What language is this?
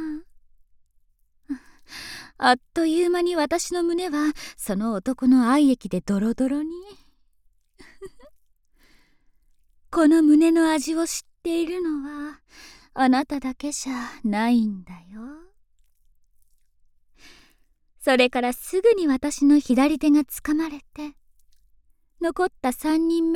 Japanese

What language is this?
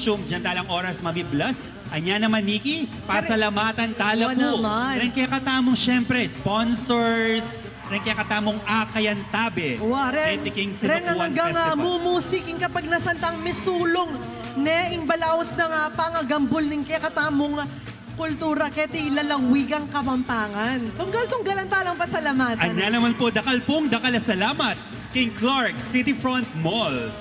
Pampanga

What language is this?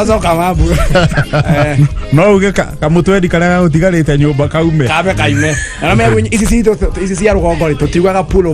Kikuyu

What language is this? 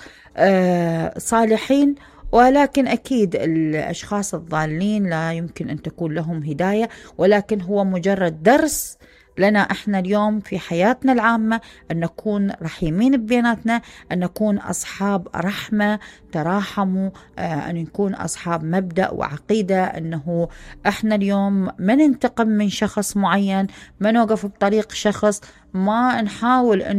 Mesopotamian Arabic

